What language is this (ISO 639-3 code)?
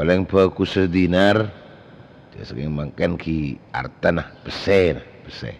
mad